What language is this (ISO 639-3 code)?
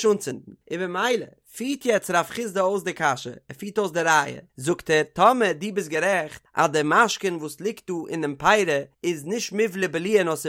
yid